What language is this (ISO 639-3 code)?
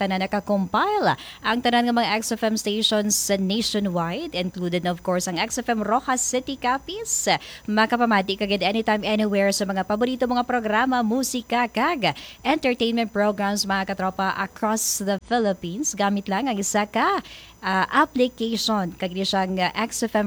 hil